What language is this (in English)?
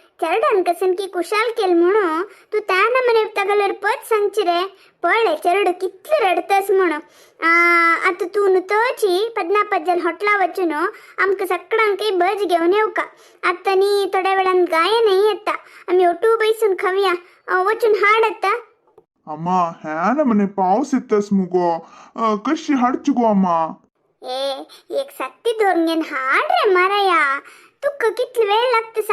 Konkani